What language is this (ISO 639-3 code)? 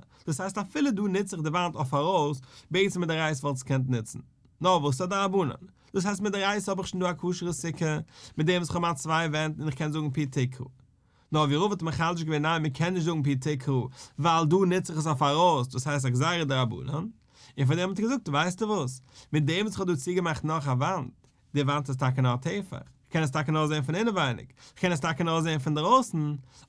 yid